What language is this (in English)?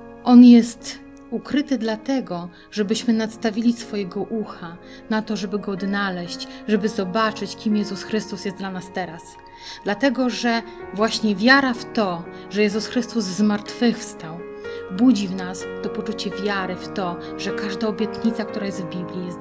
Polish